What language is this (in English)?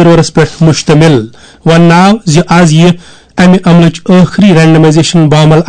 Kashmiri